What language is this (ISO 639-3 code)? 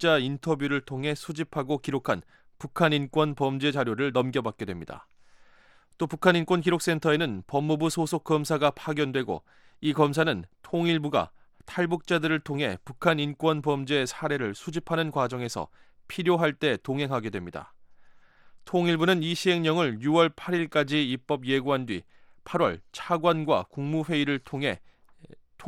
kor